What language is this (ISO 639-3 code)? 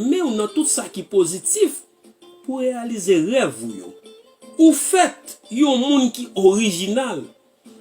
hat